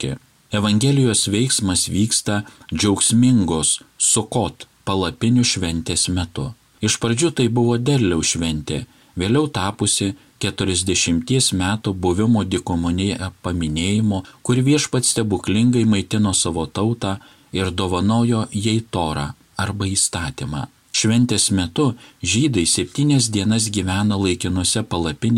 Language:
Lithuanian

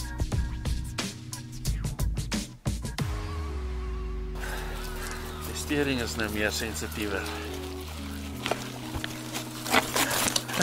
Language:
Afrikaans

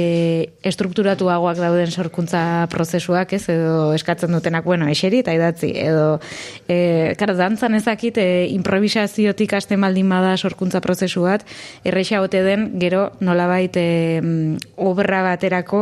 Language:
Basque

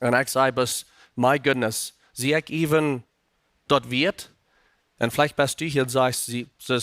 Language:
Plautdietsch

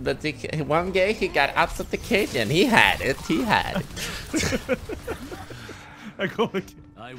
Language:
Swedish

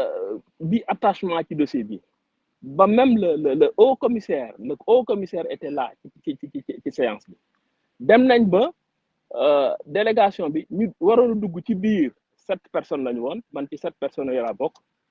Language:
Wolof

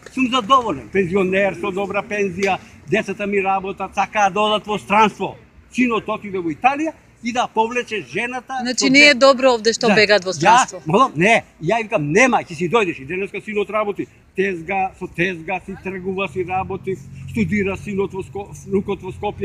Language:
Macedonian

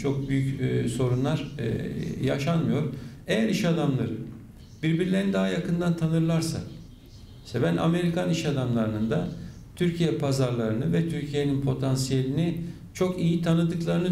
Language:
Turkish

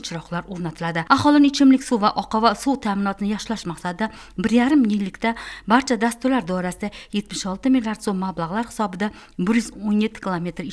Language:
Uzbek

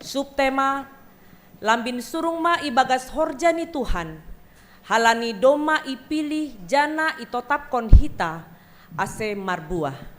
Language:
Batak Simalungun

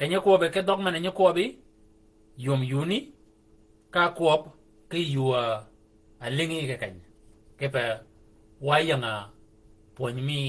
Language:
Shilluk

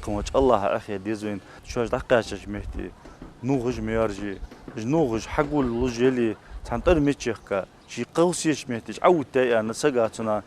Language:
Ingush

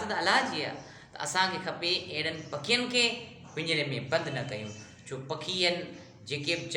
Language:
Sindhi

